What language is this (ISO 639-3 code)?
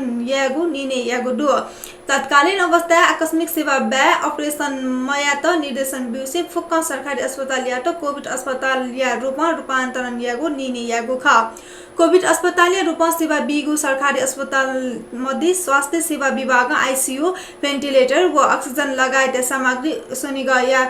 new